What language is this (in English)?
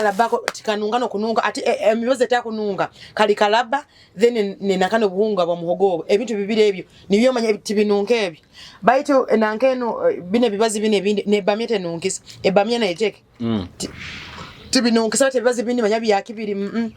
Nyoro